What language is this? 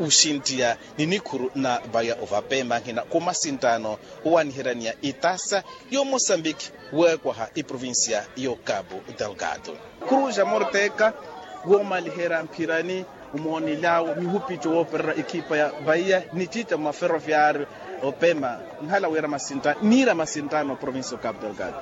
Makhuwa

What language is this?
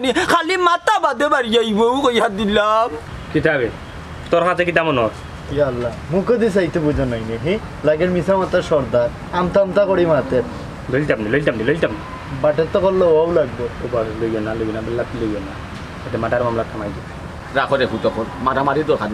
Sylheti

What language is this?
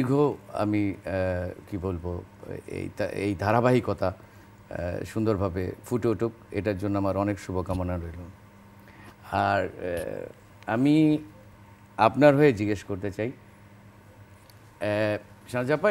Bangla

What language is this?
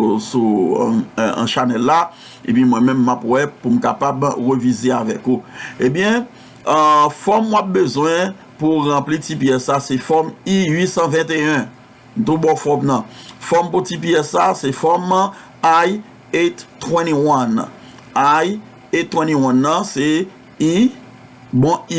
Haitian Creole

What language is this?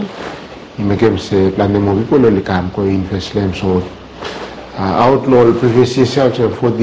Bislama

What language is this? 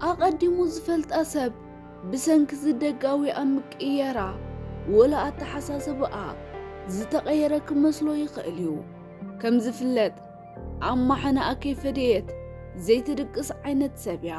Tigrinya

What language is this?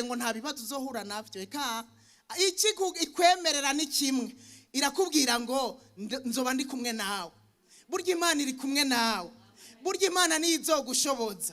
Rundi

